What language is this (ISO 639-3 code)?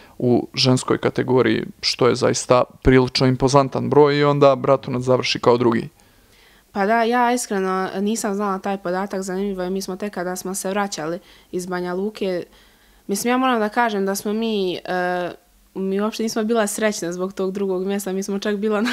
hrv